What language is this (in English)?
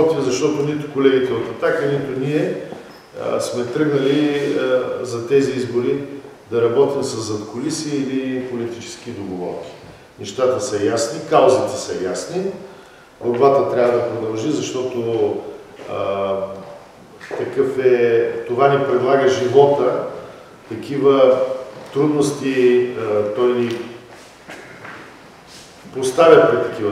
Bulgarian